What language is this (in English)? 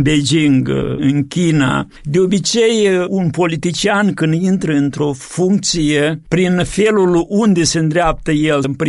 Romanian